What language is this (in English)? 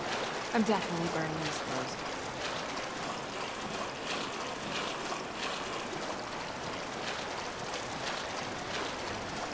English